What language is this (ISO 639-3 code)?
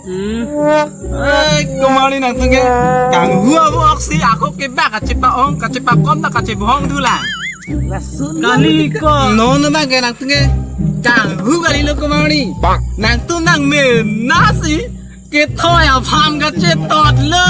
mjw